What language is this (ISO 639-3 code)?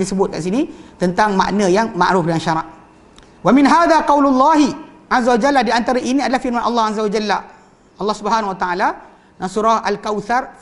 msa